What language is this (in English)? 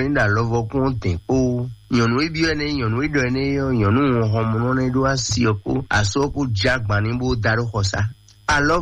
Fon